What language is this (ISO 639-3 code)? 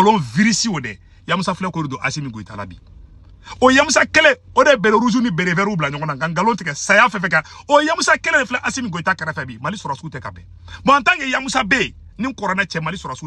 bam